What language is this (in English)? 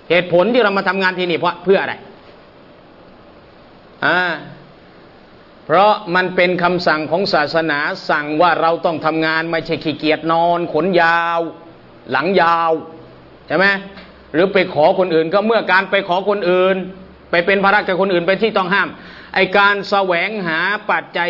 Thai